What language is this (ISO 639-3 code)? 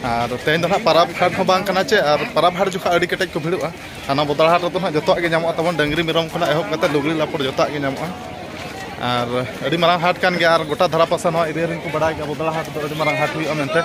sat